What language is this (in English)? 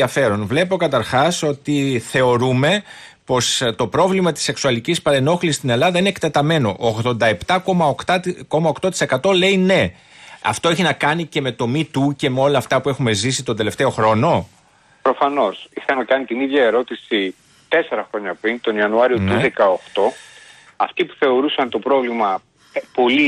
Greek